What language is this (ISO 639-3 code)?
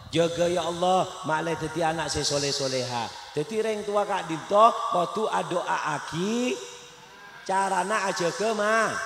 mad